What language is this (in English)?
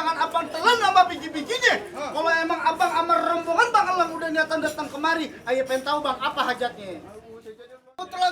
Betawi